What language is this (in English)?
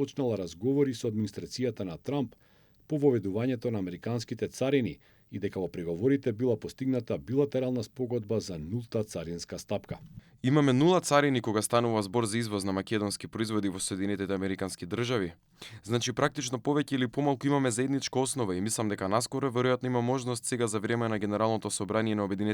Macedonian